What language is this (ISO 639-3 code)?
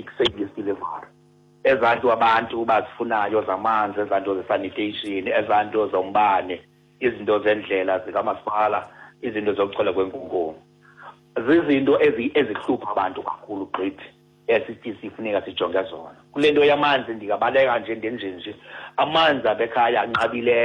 xho